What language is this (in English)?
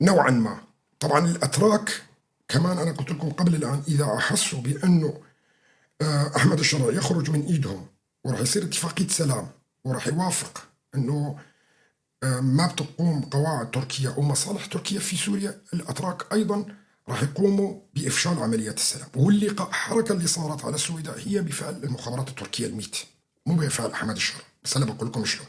North Levantine Arabic